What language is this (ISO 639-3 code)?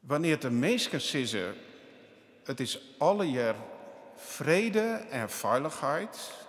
fry